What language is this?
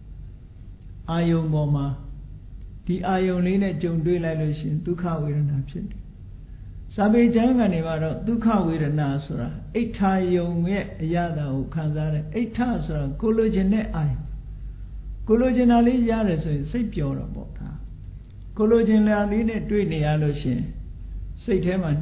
Burmese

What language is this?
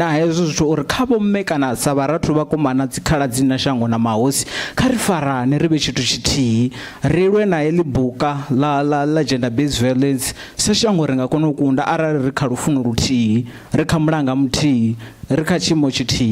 Venda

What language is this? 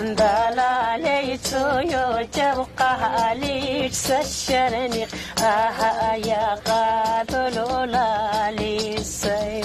Lak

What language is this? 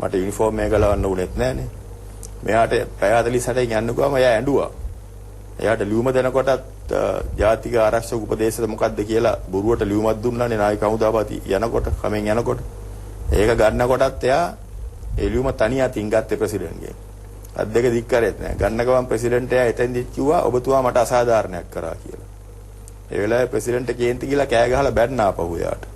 Sinhala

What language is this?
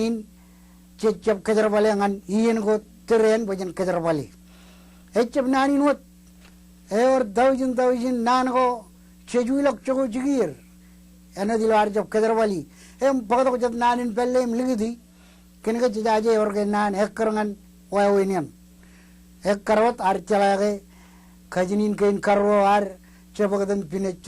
Marshallese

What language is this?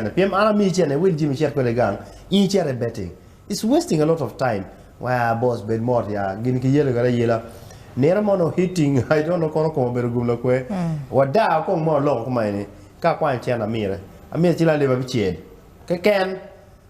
Acoli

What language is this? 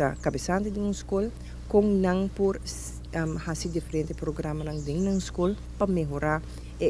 Papiamento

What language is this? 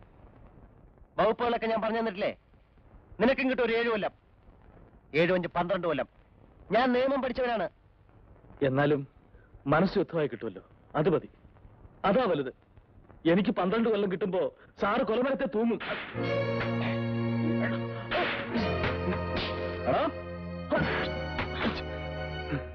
Malayalam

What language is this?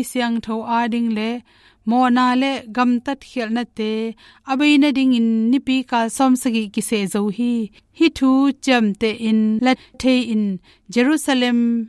Tedim Chin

